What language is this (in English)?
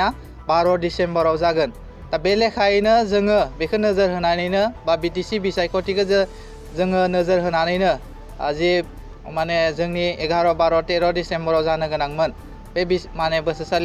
Bodo